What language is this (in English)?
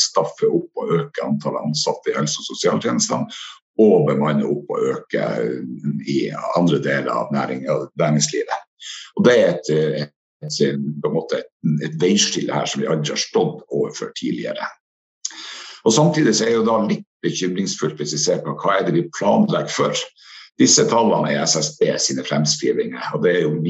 Norwegian